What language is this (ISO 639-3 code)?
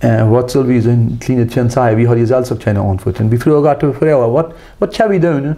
pdt